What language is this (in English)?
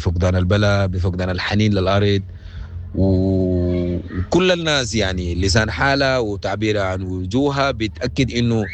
Sudanese Arabic